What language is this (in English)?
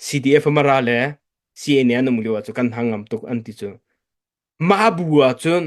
Hakha Chin